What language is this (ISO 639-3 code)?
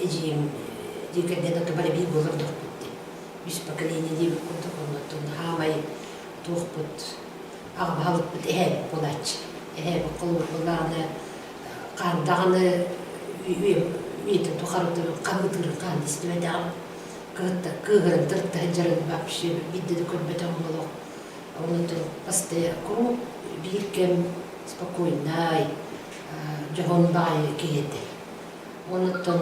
sah